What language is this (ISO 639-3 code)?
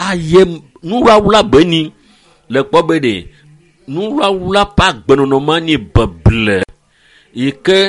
ewe